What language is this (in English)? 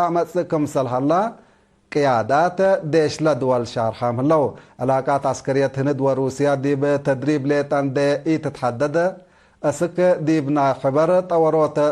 Tigre